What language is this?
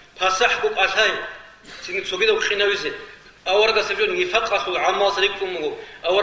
Avaric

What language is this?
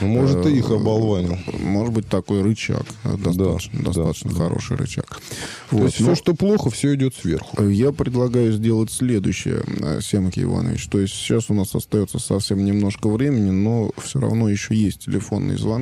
Russian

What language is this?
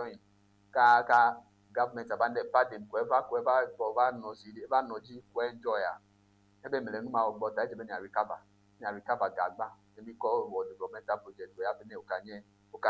Ewe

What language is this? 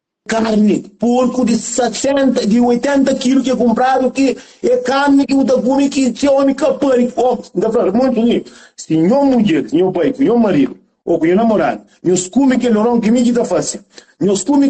Kabuverdianu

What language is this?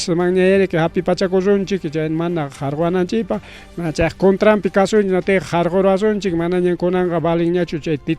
Ayacucho Quechua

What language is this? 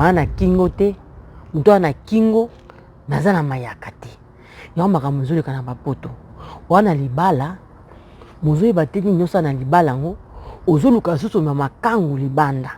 Lingala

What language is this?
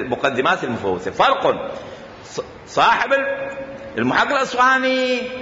Mesopotamian Arabic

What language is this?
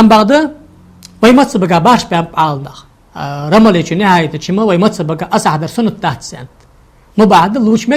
Ingush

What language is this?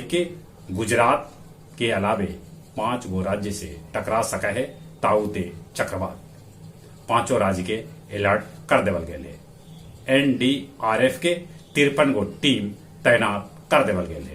Magahi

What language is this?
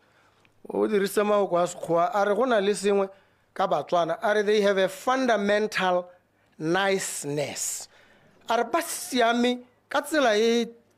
Tswana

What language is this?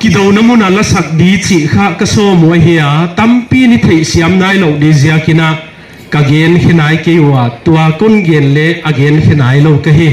Paite Chin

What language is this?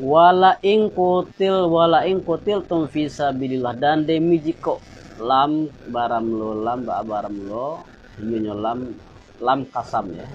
Minangkabau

